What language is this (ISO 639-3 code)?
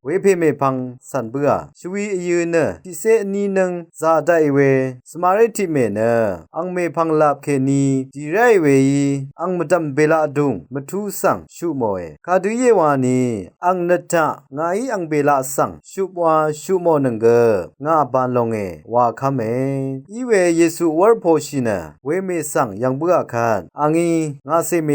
raw